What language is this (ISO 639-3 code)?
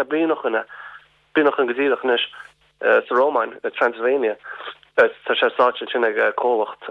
gle